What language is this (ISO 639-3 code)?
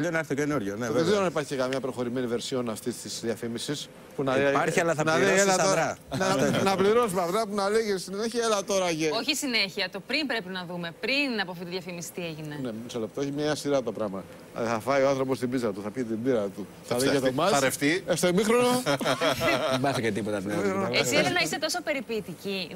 ell